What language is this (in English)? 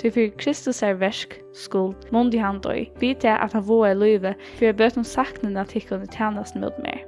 Faroese